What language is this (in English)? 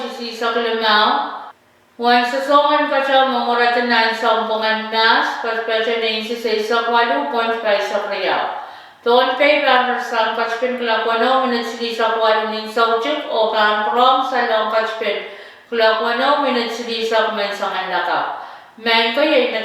Pohnpeian